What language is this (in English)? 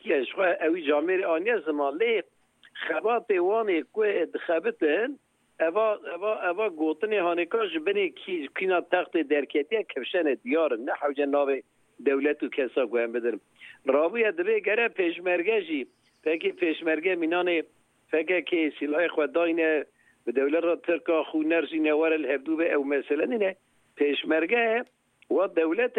Kurdish